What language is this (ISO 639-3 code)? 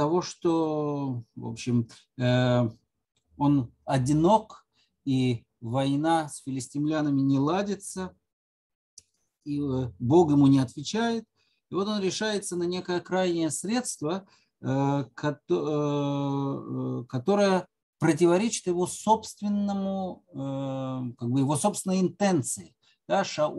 rus